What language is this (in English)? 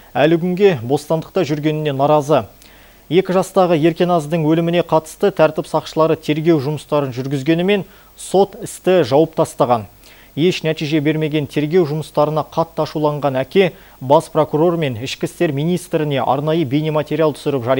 Kazakh